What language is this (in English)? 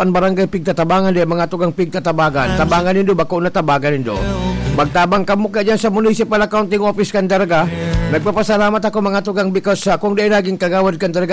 Bikol